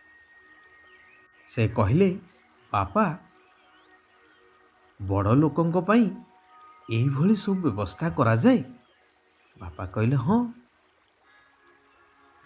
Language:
Odia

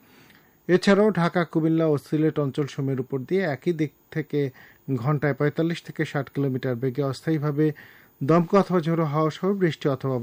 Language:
Bangla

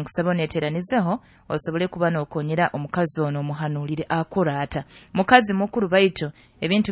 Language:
Nyoro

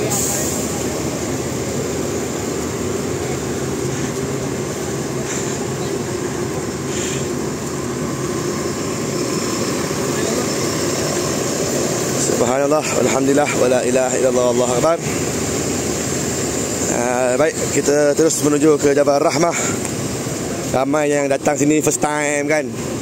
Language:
Malay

